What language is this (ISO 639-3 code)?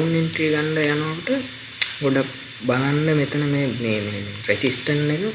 sin